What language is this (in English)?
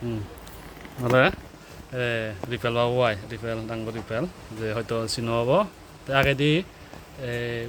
Chakma